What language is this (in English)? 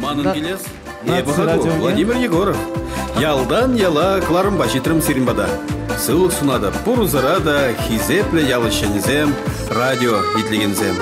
Chuvash